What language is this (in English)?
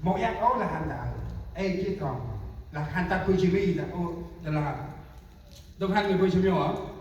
Central Mnong